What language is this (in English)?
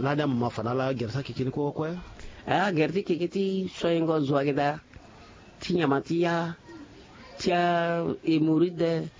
Sango